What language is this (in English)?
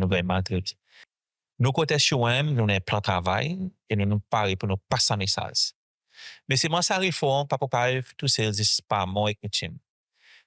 Seselwa Creole French